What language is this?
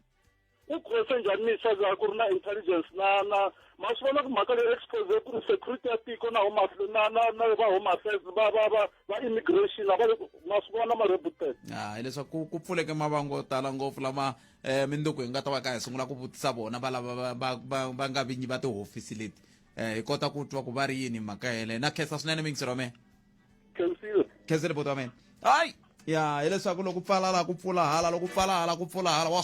Tsonga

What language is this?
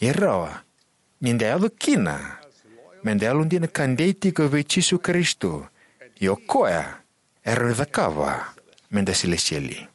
Fijian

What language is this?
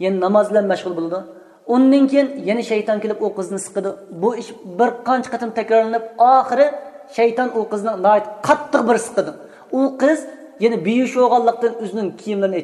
Uyghur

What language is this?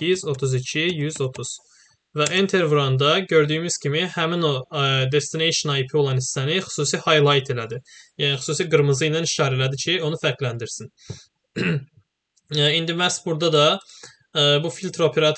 Azerbaijani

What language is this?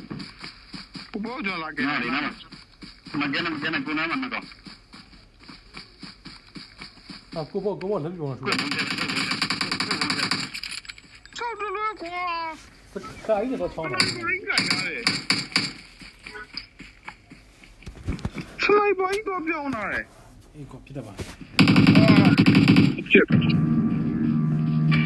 Burmese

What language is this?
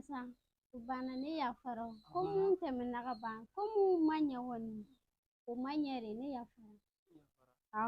Bambara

